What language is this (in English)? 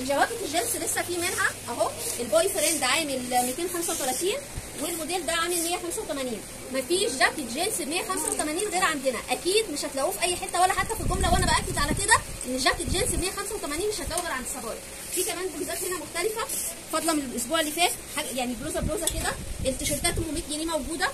Egyptian Arabic